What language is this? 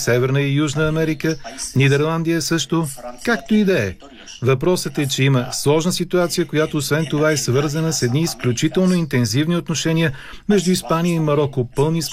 Bulgarian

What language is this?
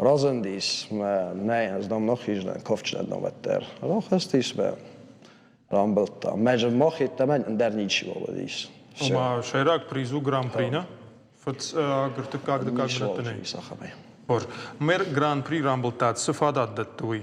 Ossetic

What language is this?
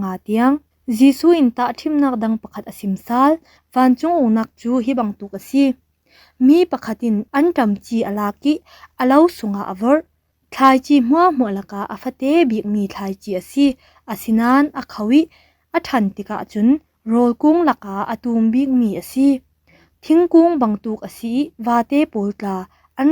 Falam Chin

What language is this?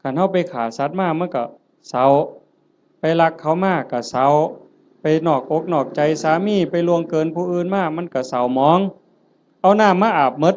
Northeastern Thai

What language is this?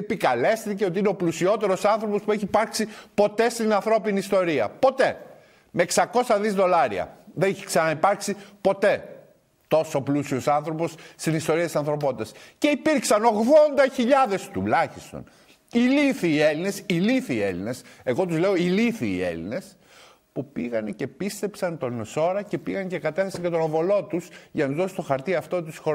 Greek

